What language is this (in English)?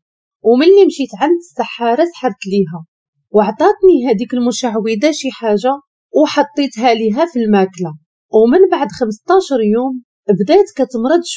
Moroccan Arabic